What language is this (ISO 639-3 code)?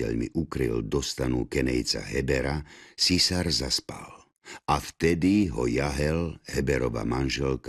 slk